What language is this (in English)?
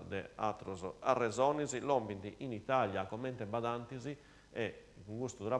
Sardinian